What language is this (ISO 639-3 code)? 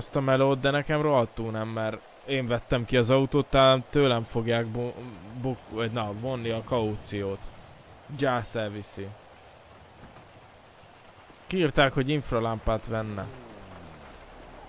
hun